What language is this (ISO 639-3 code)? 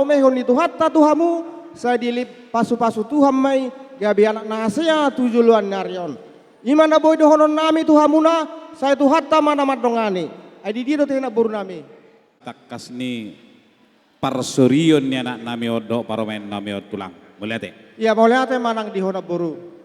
bbc